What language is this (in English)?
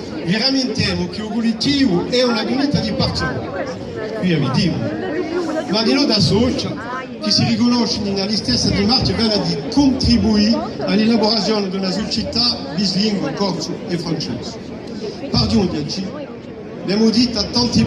Corsican